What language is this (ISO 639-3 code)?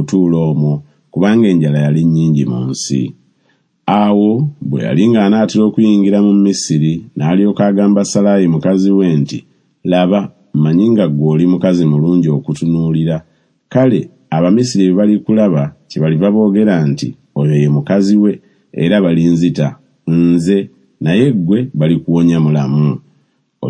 lug